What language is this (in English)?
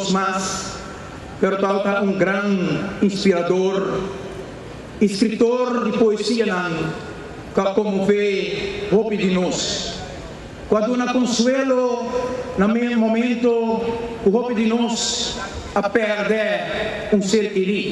Papiamento